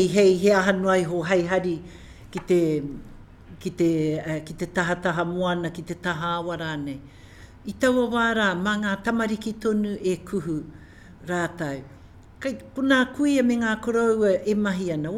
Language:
Māori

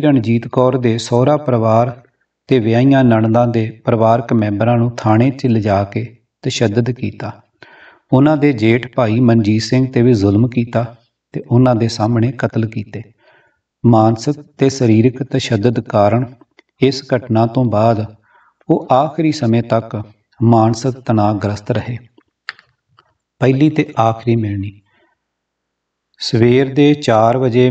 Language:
Punjabi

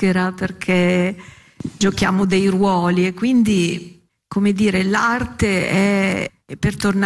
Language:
Italian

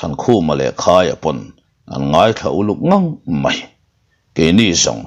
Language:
Mizo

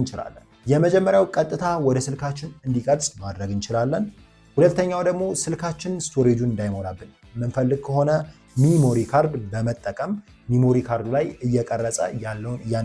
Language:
Amharic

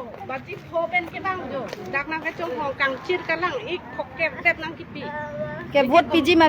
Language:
Karbi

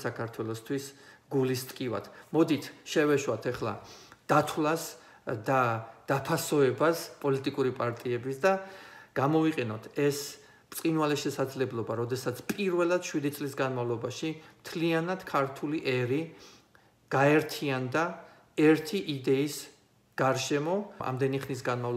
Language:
Georgian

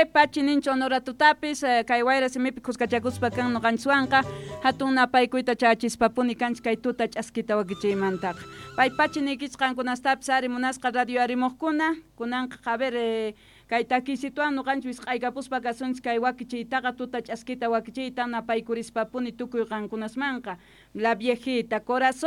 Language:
South Bolivian Quechua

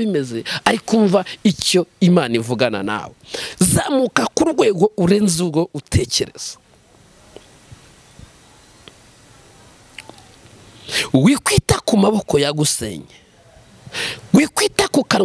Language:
Kinyarwanda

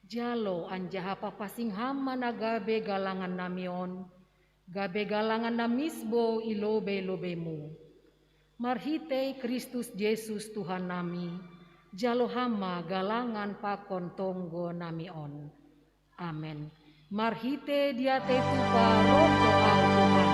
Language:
Batak Simalungun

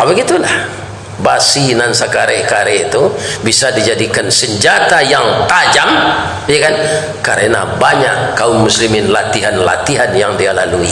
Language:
Minangkabau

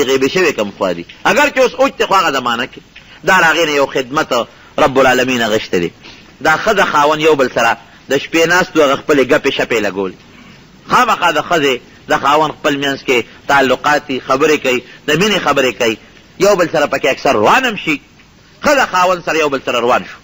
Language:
Pashto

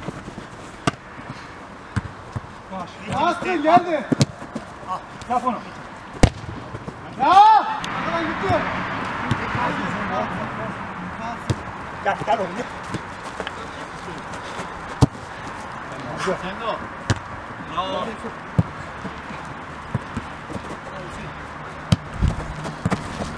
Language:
Turkish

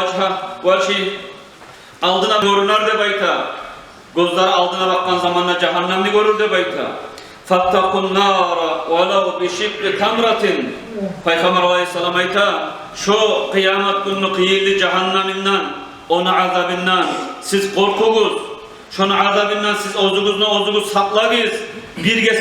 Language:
Kumyk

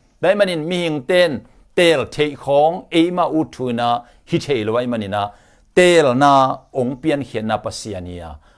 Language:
Tedim Chin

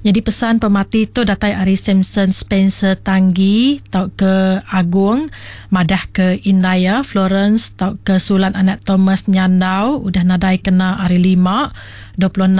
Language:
Iban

